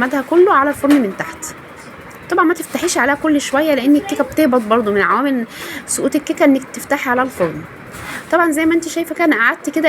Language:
Egyptian Arabic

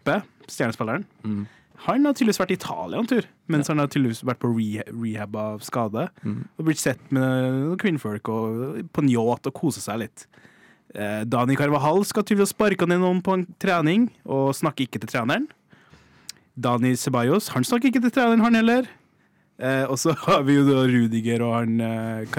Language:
Norwegian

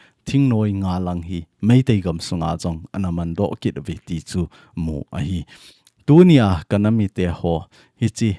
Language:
Thado Chin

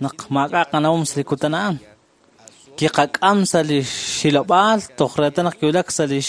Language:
Kekchí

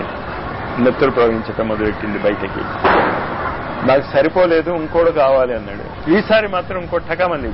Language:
Telugu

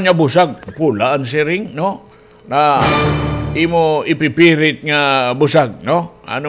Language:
Waray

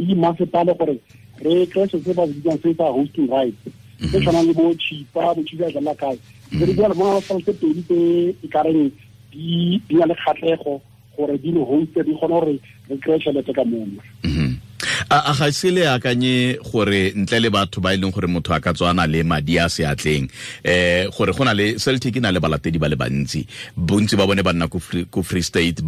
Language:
Tswana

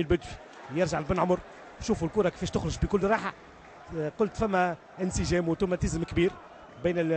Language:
Tunisian Arabic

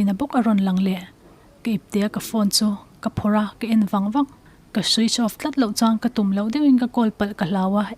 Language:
Mizo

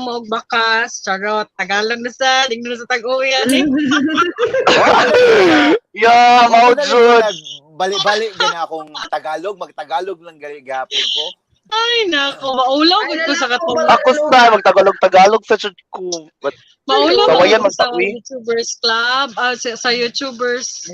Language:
Cebuano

